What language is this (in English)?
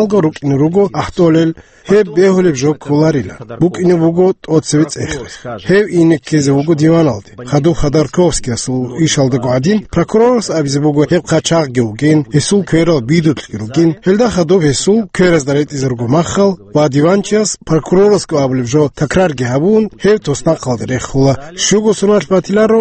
Avaric